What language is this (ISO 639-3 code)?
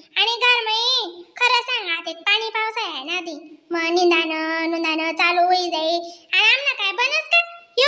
khn